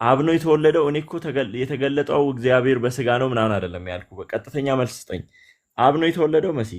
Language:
Amharic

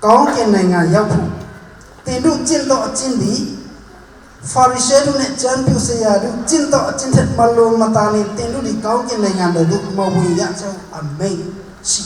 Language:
Hakha Chin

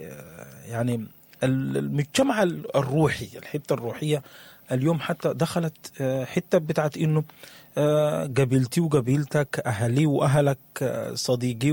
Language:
Sudanese Arabic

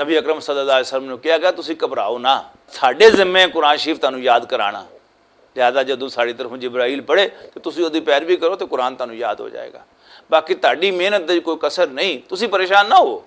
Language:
Western Panjabi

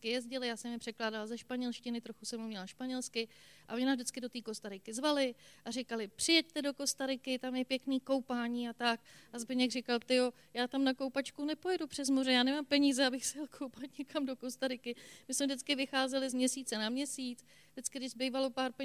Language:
Czech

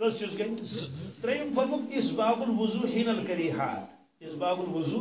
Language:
Kashmiri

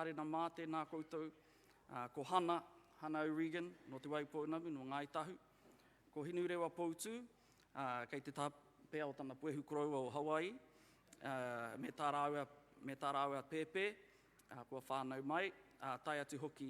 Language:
Māori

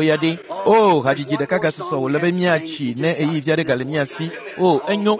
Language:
Ewe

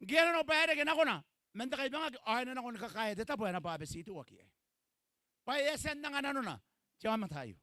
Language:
Gilbertese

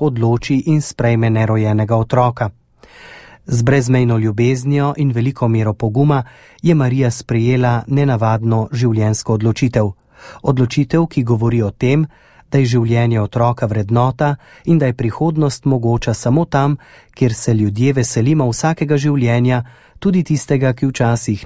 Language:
Slovenian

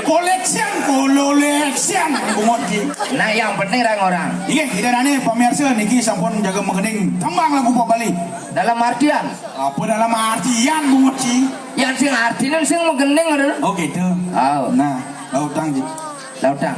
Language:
Balinese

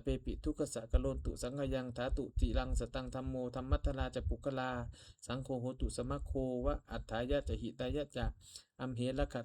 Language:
Pali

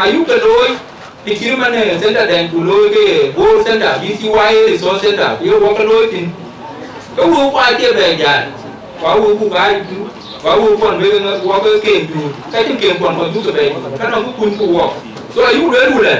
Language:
Dinka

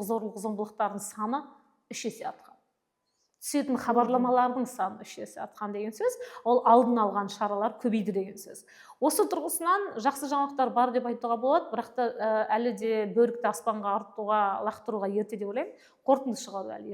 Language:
Kazakh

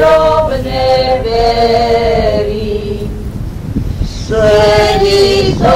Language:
Slovak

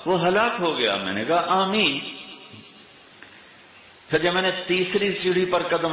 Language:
Urdu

